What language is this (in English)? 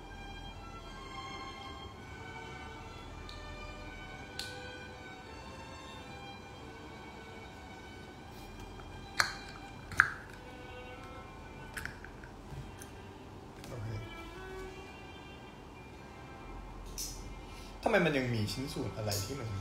Thai